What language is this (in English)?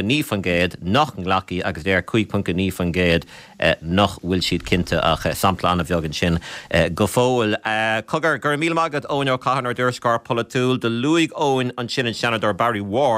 Irish